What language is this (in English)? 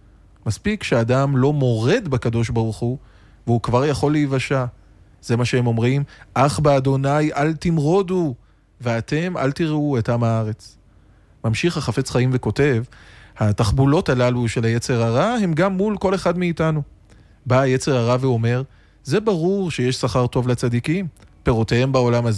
Hebrew